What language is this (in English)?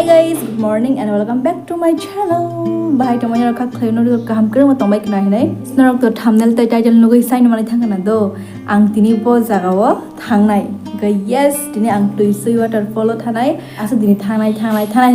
Kok Borok